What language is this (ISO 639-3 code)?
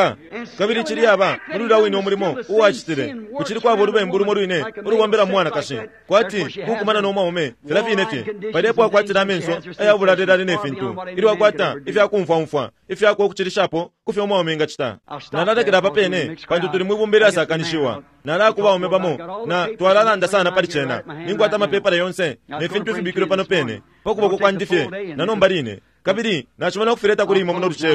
bem